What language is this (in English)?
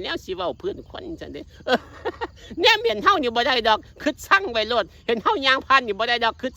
Northeastern Thai